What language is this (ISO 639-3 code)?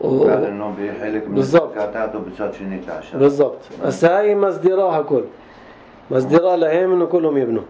apc